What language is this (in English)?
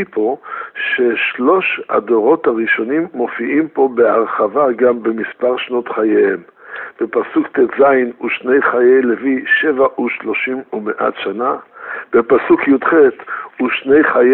Hebrew